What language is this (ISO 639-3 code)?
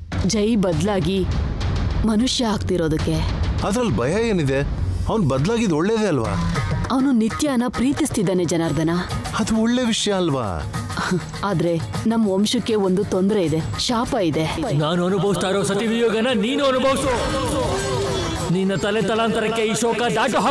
kan